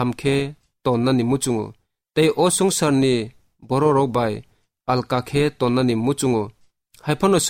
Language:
Kok Borok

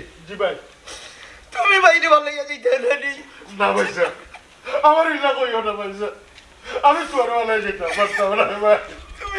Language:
Sylheti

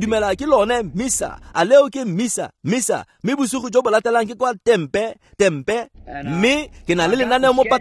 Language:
Tswana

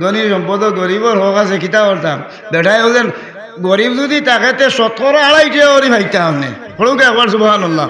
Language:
Sylheti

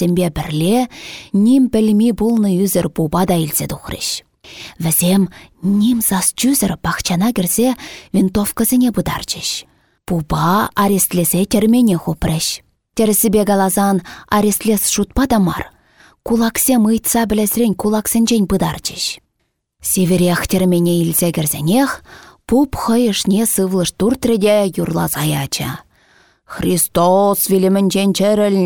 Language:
Chuvash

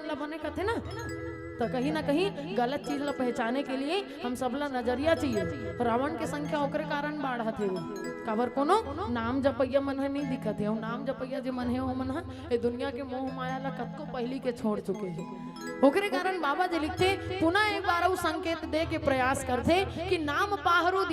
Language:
Chhattisgarhi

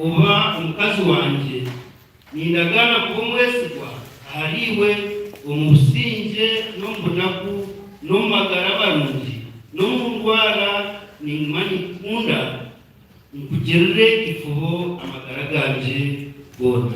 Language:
Nyankole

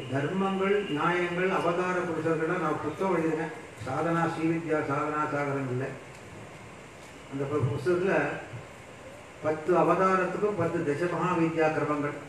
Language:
Tamil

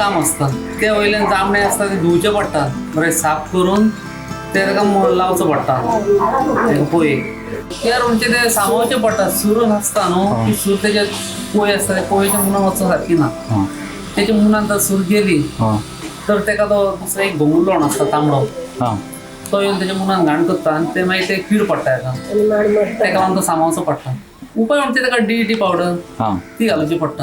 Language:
Konkani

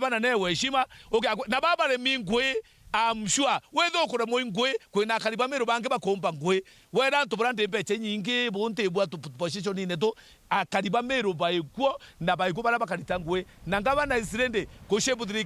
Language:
Meru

